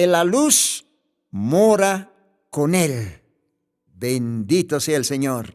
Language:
Aymara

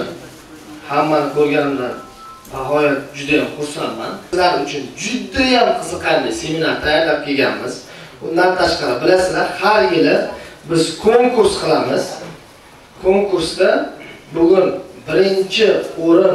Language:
Uzbek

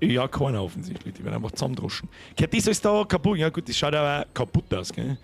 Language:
Bavarian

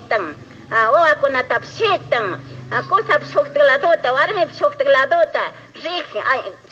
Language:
Chimborazo Highland Quichua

